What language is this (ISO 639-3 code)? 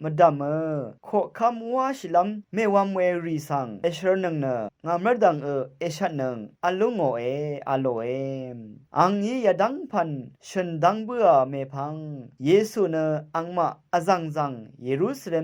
raw